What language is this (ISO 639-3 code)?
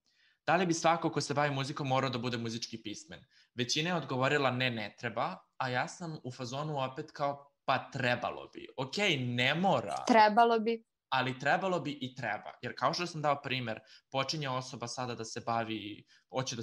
srp